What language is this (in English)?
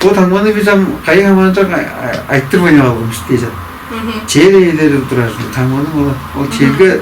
Tuvinian